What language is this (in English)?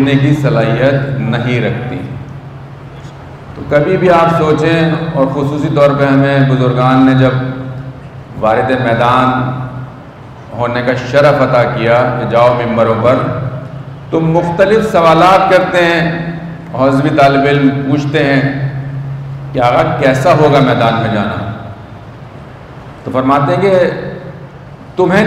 Urdu